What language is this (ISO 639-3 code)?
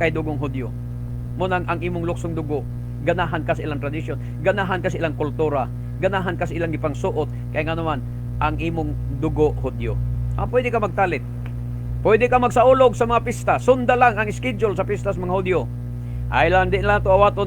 ceb